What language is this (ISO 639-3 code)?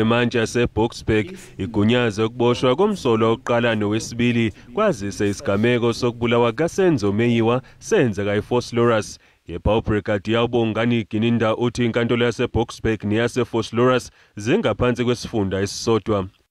zul